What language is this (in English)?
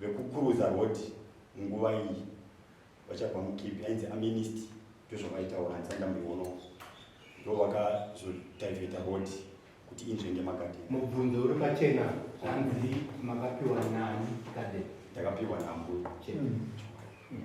Shona